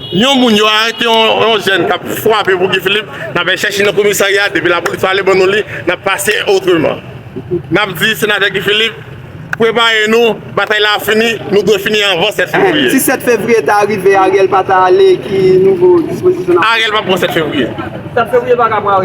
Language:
Haitian Creole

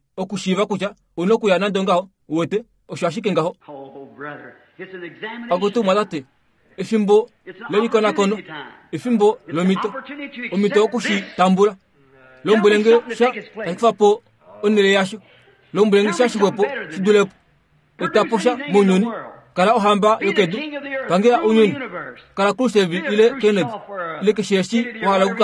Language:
Kuanyama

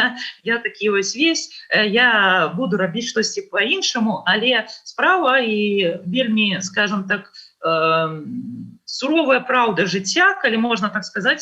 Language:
Belarusian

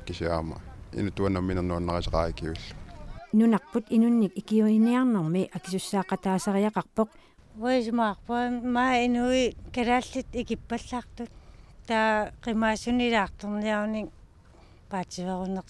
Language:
Kalaallisut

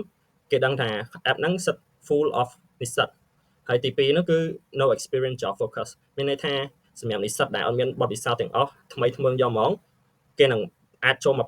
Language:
Khmer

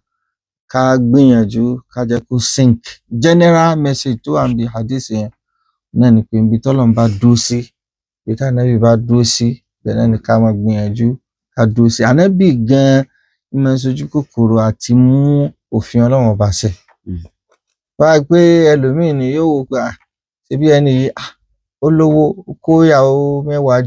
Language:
Yoruba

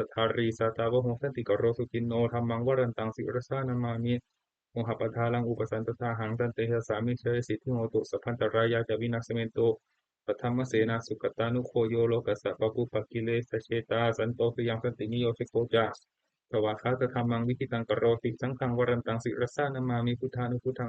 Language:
Pali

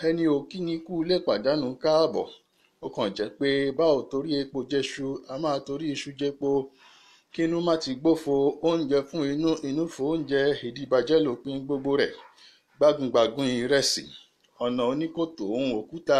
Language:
Yoruba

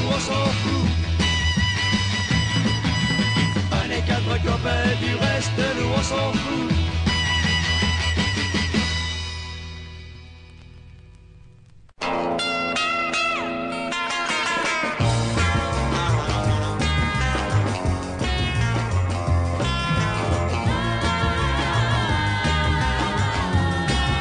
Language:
French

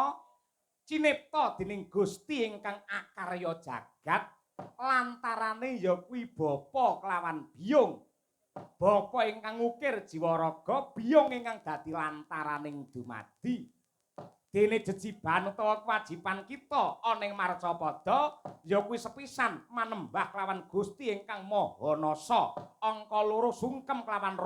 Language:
Javanese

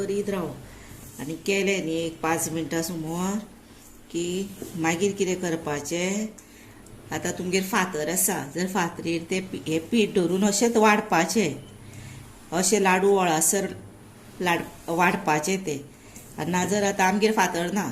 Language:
Konkani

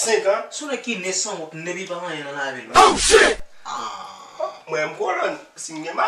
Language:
Haitian Creole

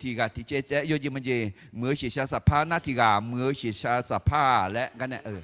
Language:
Akha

